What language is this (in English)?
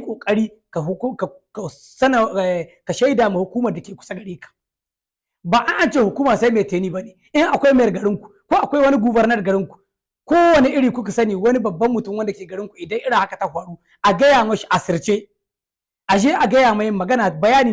Hausa